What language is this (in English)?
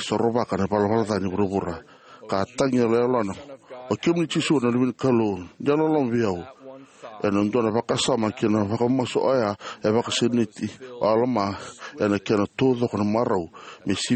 Fijian